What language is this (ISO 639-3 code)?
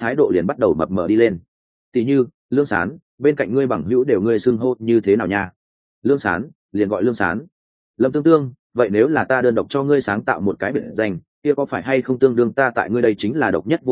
vie